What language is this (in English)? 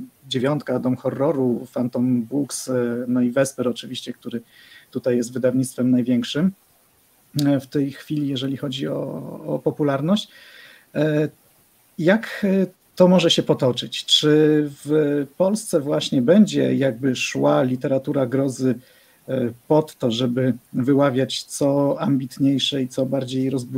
Polish